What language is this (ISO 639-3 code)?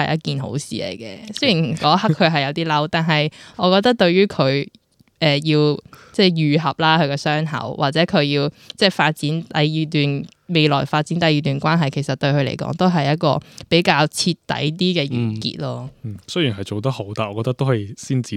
yue